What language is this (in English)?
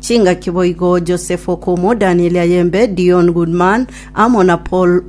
Gusii